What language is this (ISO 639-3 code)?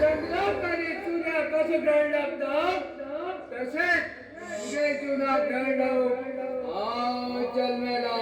kok